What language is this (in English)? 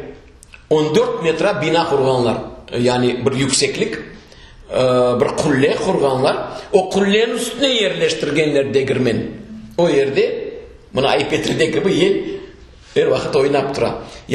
Crimean Tatar